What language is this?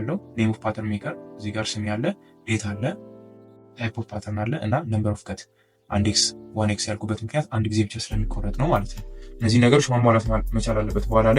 Amharic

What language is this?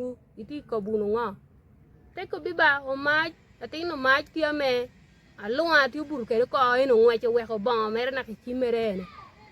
Acoli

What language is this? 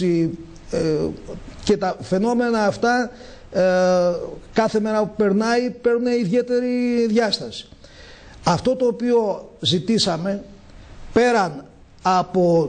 Greek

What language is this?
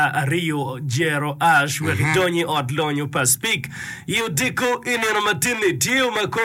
Acoli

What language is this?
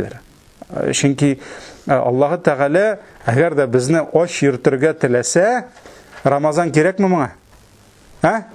Tatar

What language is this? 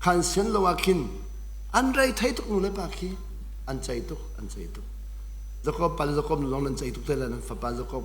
Hakha Chin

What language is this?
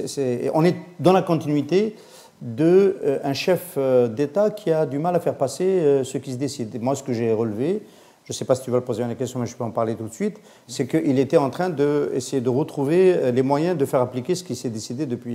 French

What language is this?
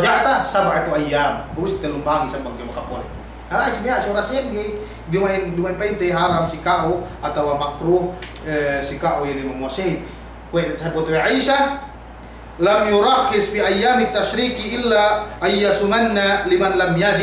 Yakan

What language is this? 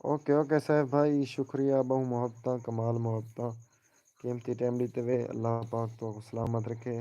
Saraiki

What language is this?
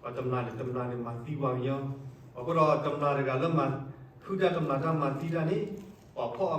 S'gaw Karen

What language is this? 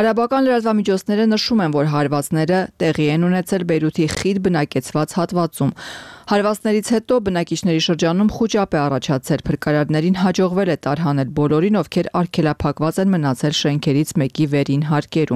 Armenian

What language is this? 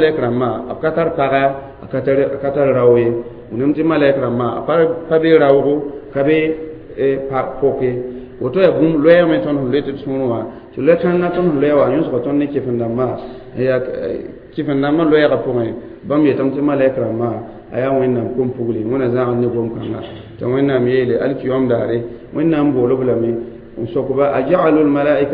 Mossi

